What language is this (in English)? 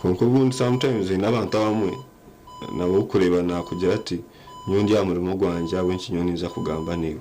Nyankole